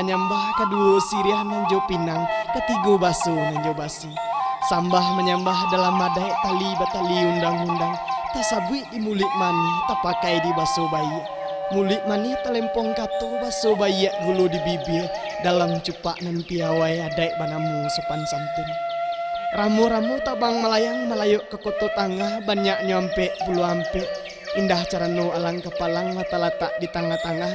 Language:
Minangkabau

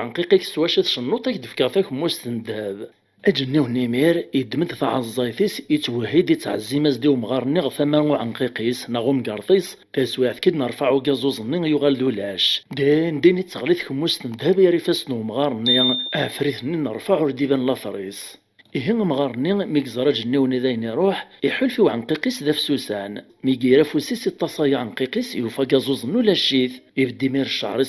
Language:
Kabyle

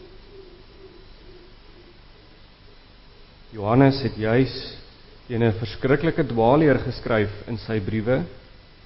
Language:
Afrikaans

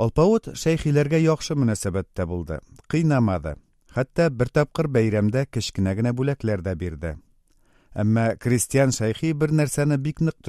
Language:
Tatar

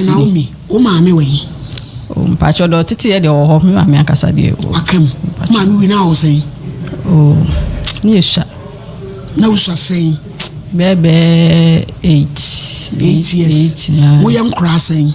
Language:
Akan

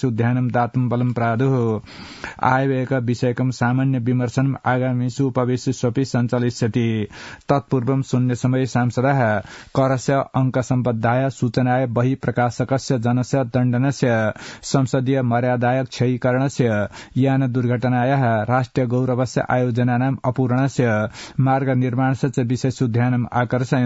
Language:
Sanskrit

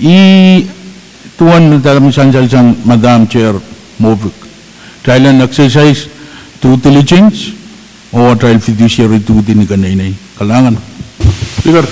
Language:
Pohnpeian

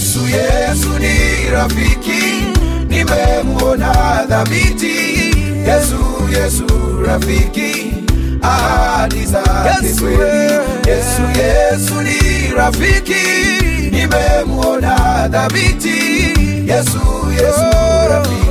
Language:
Swahili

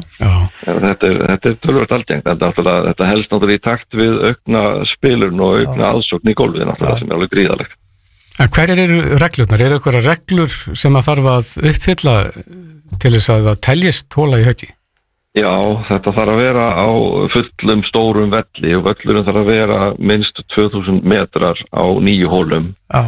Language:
Icelandic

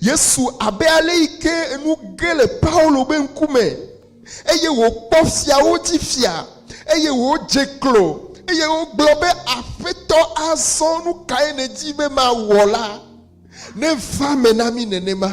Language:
Ewe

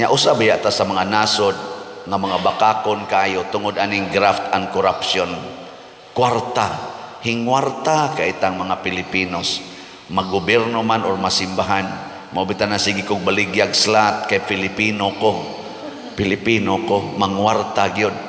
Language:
Cebuano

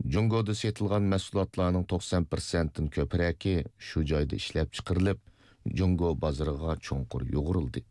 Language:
Uyghur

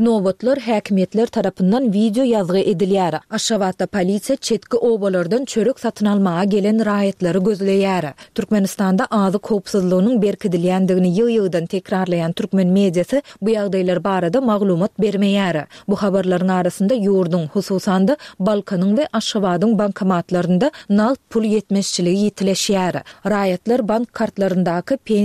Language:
Turkmen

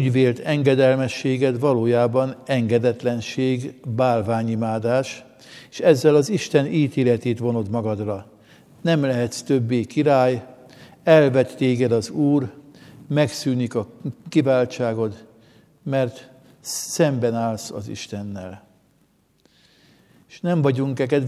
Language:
Hungarian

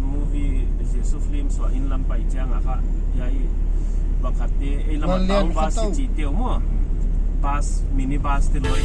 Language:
Paite Chin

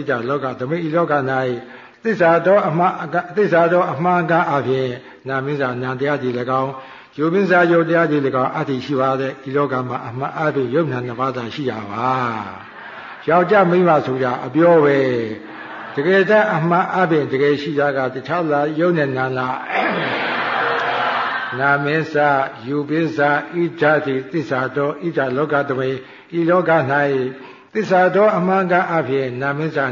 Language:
Burmese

